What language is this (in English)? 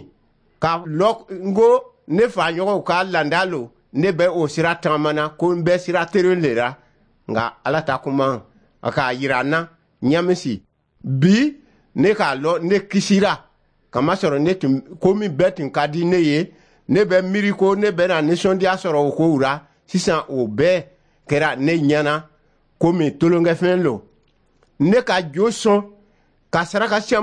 Dyula